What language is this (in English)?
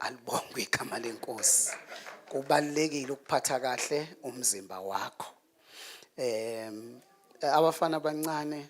Zulu